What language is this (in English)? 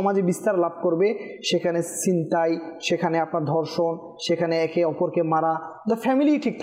Bangla